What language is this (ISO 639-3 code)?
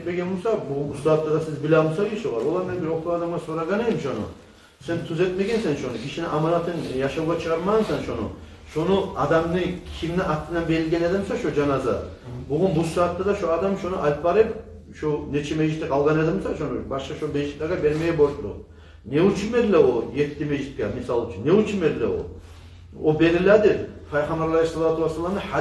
kum